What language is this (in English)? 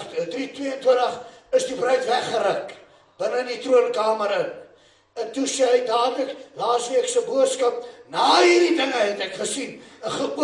Afrikaans